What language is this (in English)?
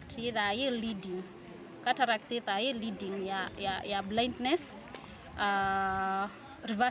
Kamba